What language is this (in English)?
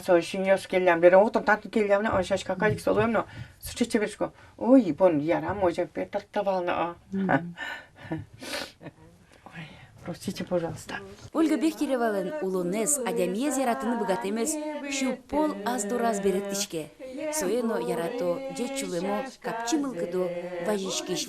Udmurt